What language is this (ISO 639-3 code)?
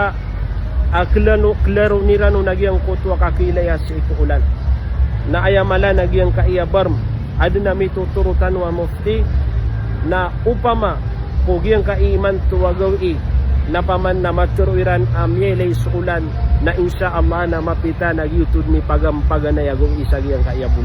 mrw